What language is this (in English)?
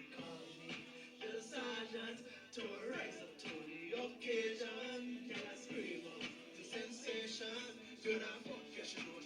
Jamaican Creole English